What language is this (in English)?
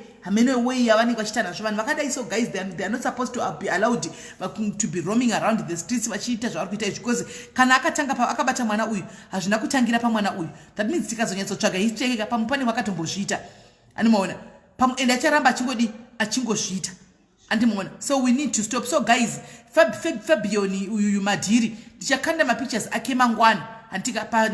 Shona